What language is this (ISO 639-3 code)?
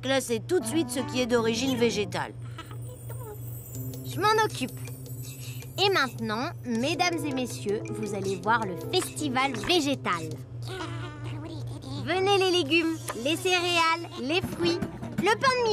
fra